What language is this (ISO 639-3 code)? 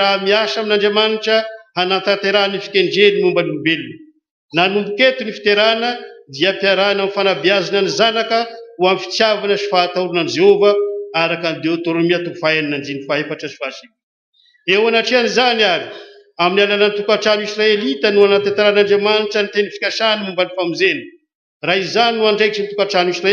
mlg